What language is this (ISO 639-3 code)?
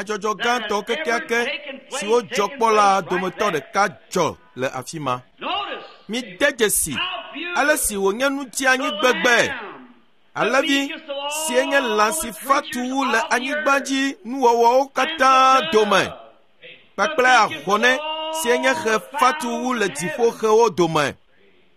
ewe